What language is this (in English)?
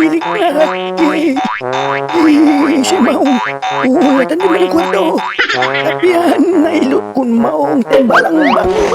Pangasinan